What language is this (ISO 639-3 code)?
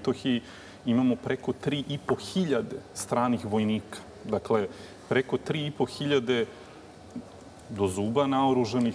srp